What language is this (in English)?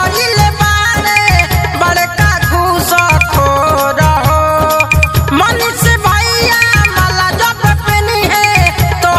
Bhojpuri